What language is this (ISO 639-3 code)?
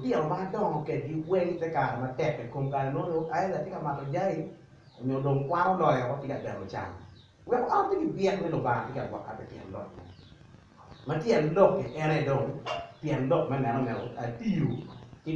ach